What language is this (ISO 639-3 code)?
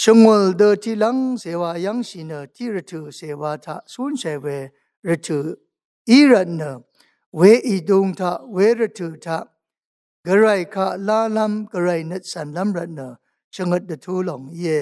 raw